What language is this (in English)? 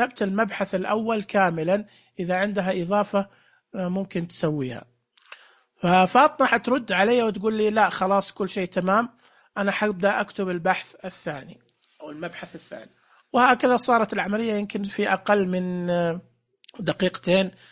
Najdi Arabic